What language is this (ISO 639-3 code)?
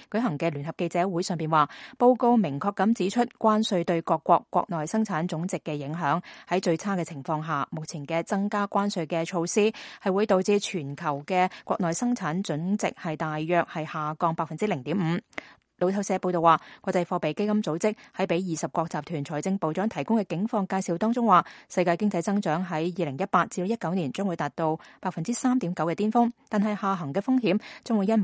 yue